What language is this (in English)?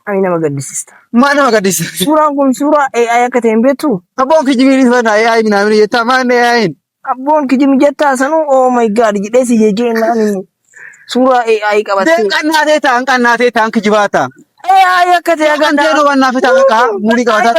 Oromo